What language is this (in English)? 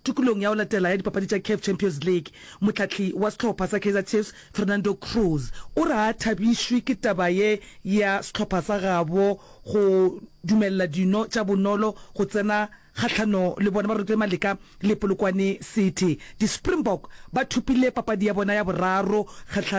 Northern Sotho